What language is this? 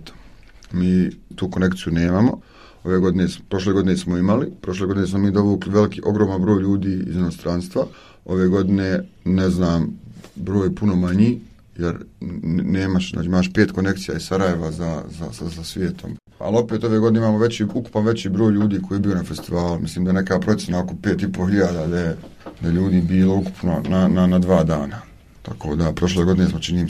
Bosnian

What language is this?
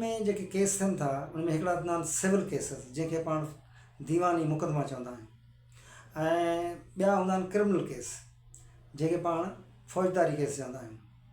Sindhi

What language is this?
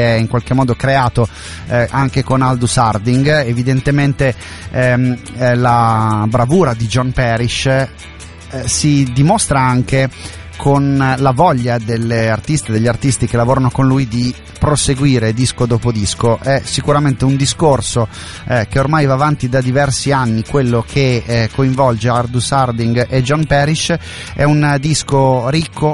Italian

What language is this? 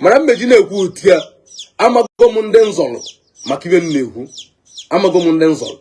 Igbo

